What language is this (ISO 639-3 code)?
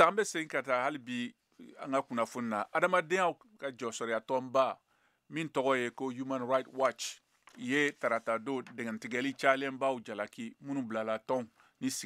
bam